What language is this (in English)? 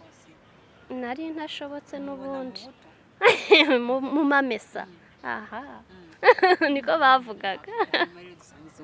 Kinyarwanda